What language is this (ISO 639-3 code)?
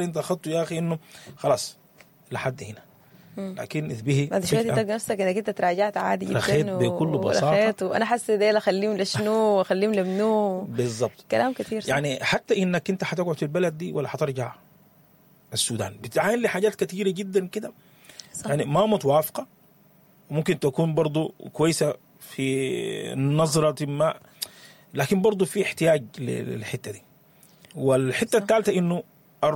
apd